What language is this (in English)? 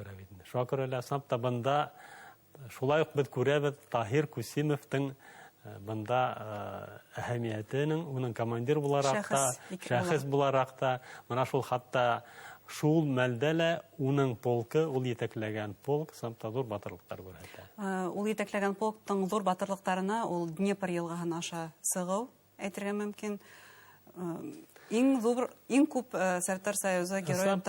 Bashkir